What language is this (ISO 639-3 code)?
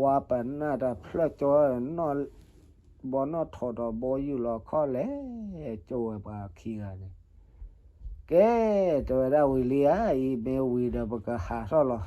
ksw